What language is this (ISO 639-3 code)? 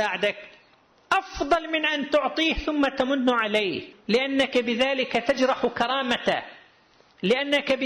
ara